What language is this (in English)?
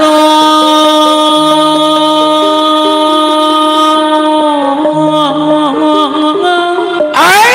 Betawi